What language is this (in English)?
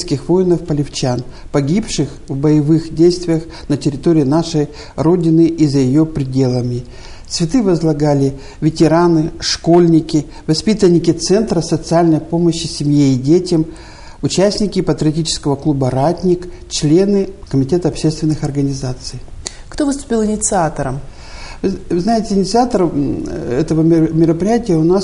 Russian